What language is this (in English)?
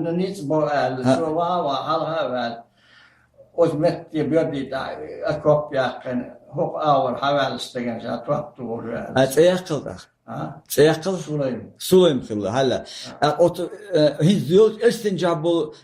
Chechen